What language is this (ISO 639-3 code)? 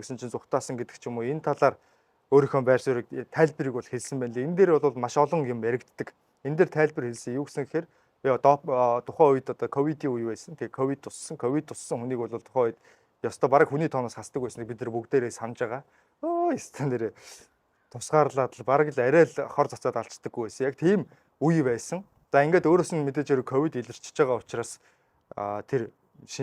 mon